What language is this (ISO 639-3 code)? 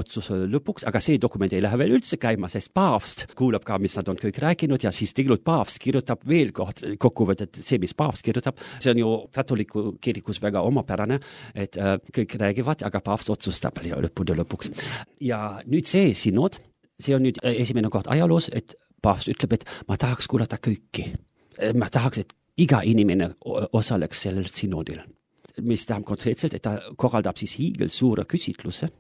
est